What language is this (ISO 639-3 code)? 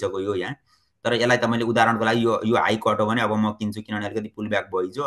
nep